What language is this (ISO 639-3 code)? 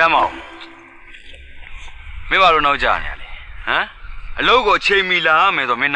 mya